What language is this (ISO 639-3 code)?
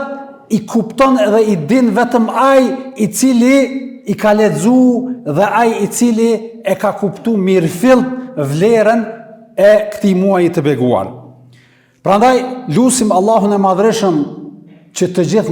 sqi